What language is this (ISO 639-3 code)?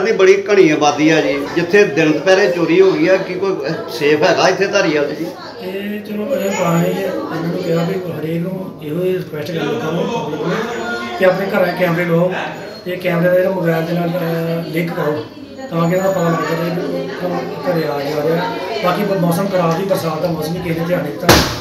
pan